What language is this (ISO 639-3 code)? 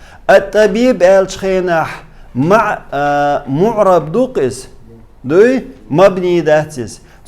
che